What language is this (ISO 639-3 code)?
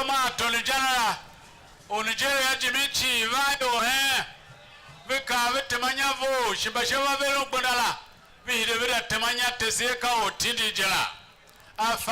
tiv